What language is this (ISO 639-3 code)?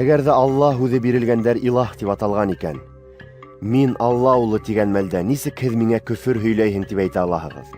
bak